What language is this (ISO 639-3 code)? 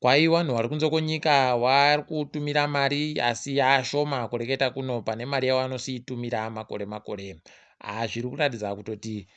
ndc